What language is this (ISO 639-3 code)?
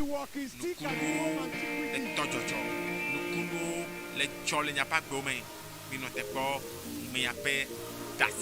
ewe